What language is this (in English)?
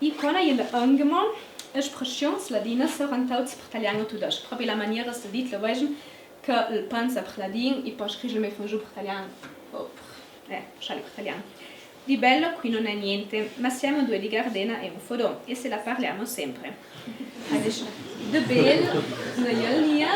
Ladin